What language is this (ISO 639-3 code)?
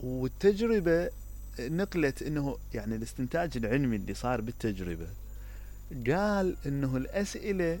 acm